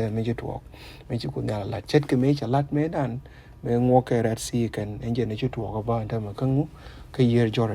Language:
Nuer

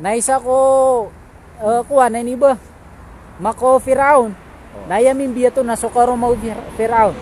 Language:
Maranao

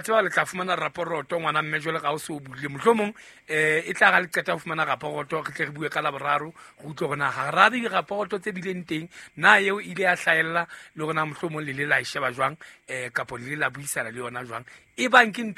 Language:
Southern Sotho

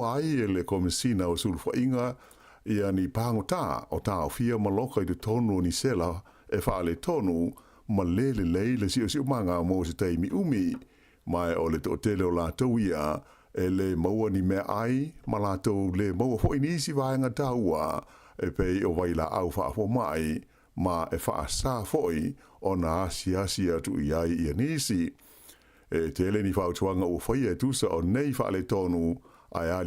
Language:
Samoan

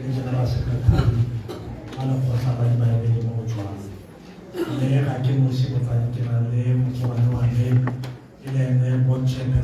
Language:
Tswana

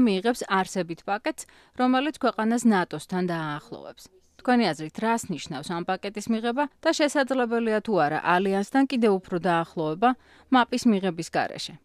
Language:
Georgian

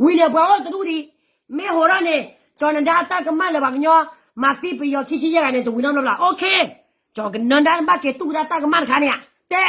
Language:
S'gaw Karen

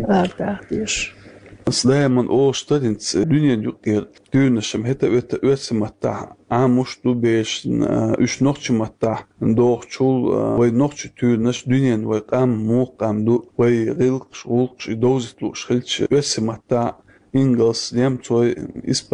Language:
Chechen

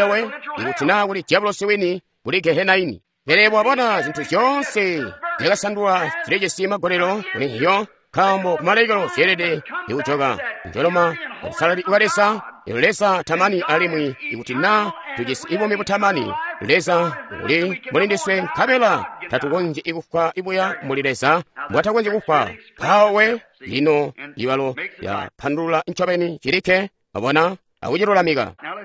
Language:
Tonga (Zambia)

